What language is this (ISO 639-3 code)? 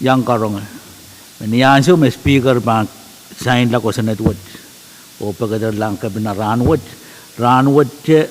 pon